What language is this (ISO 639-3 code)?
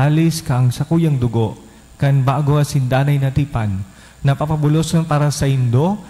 bik